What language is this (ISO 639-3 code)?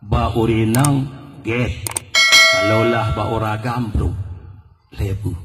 ace